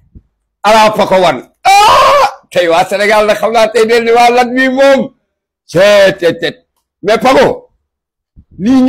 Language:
Wolof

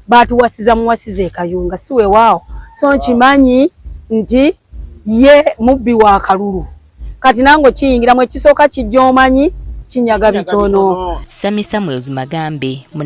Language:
Ganda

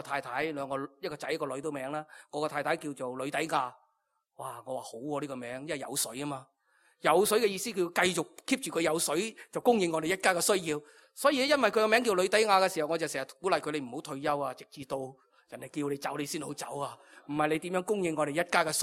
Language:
Cantonese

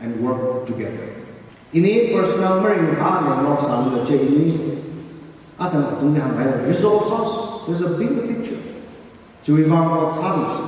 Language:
Tangkhul Naga (India)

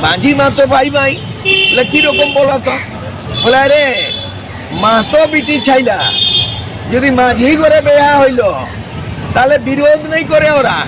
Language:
Santali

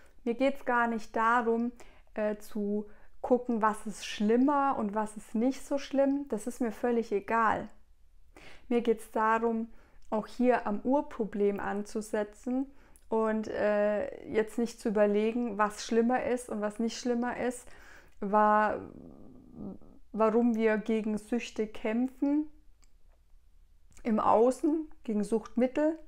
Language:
German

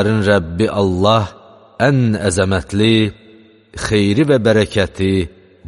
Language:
Azerbaijani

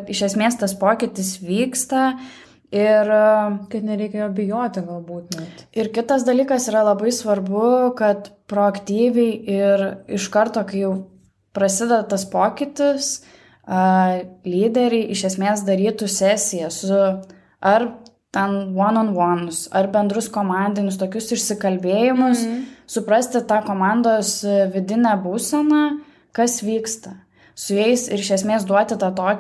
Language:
Lithuanian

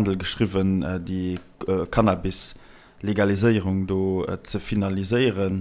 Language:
Luxembourgish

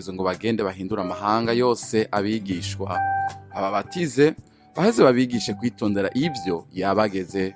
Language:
Rundi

